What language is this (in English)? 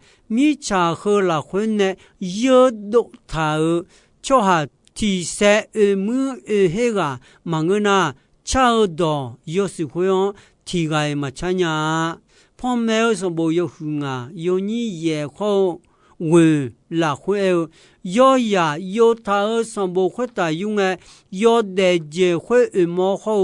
Akha